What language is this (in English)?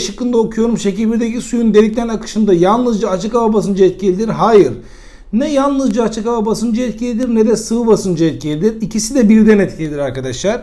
Turkish